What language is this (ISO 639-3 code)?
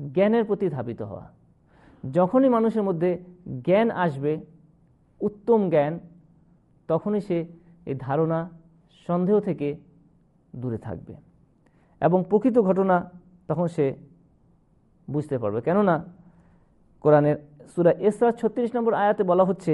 ben